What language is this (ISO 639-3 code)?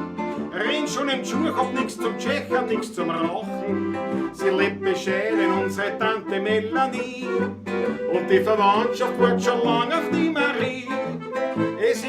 bar